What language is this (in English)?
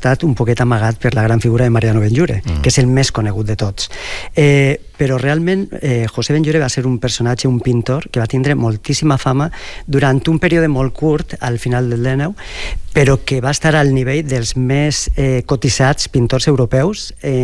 Catalan